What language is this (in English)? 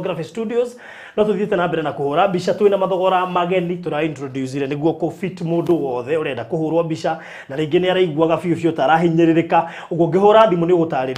Kikuyu